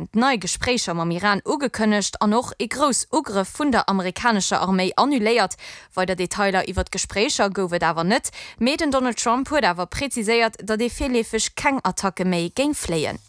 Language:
Luxembourgish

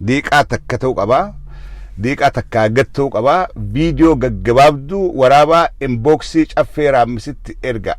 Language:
Oromo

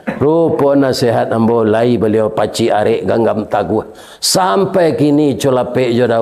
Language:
Minangkabau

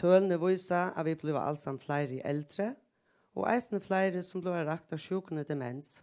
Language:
Faroese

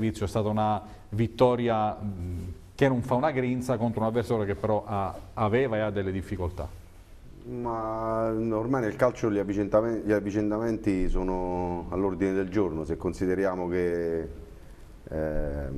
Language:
Italian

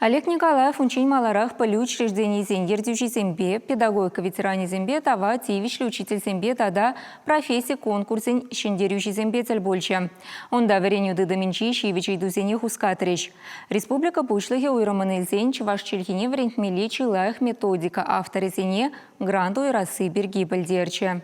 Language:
Chuvash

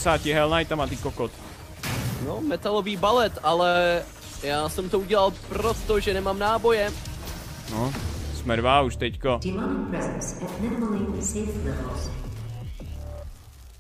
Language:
Czech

